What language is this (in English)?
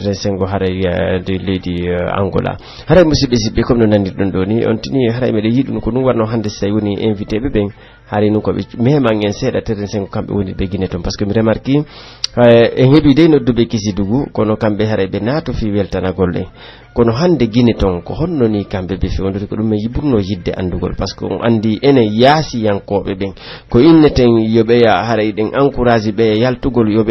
Pular